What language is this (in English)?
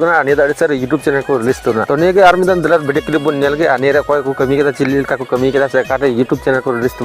Santali